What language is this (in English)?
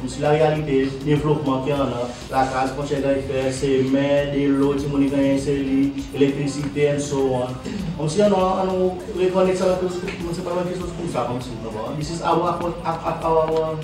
Seselwa Creole French